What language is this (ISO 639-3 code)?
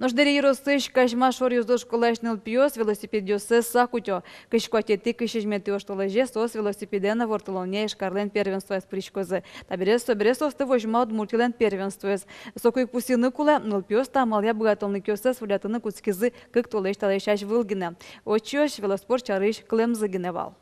udm